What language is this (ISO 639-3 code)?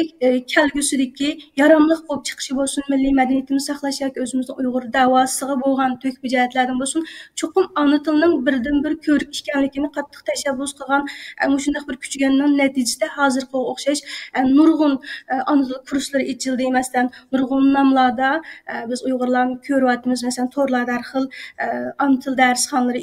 uig